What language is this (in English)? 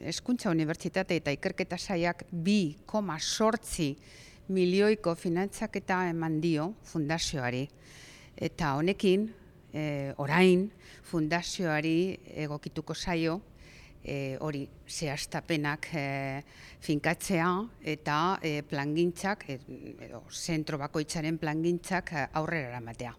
Basque